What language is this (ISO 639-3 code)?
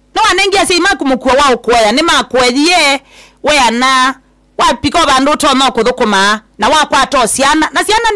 kam